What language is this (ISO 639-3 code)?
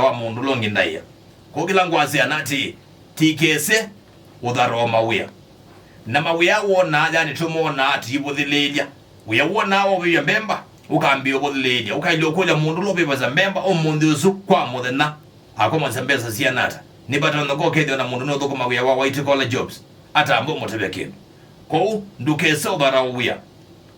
kam